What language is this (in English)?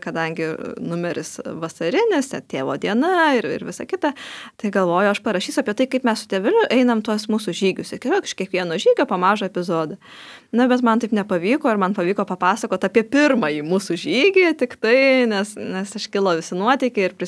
Lithuanian